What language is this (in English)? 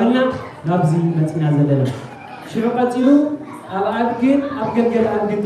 Tigrinya